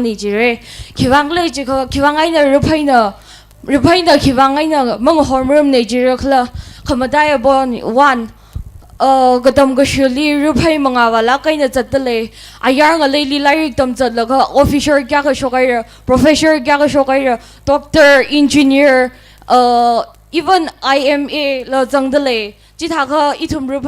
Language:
Tangkhul Naga (India)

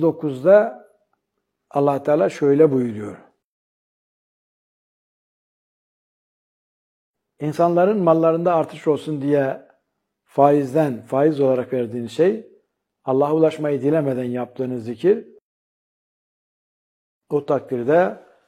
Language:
Turkish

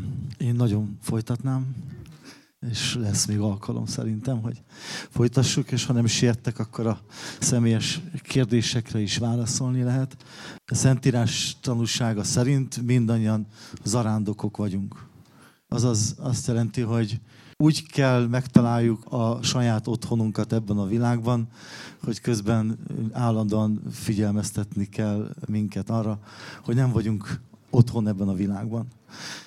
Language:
Hungarian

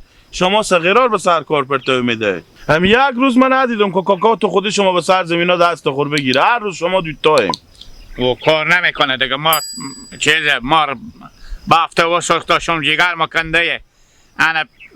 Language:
Hazaragi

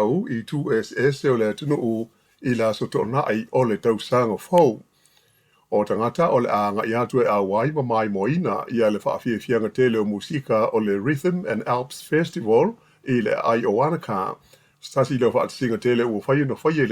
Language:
Samoan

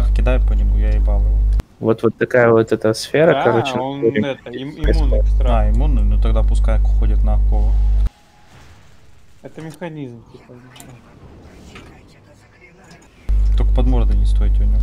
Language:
Russian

